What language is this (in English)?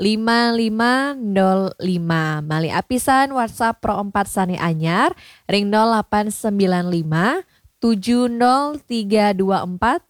Balinese